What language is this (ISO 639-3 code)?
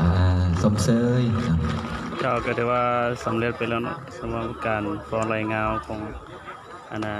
lao